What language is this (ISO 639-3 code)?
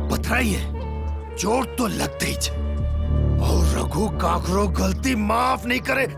hne